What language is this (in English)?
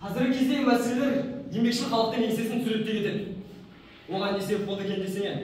Kazakh